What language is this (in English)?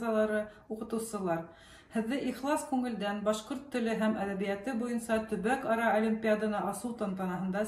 Bashkir